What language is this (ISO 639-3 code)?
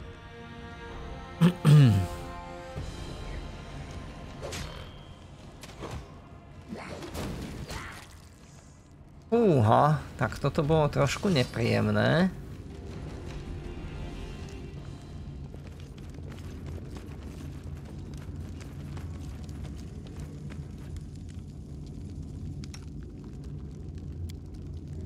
slk